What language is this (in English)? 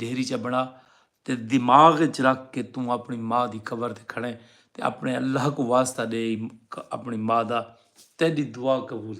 Saraiki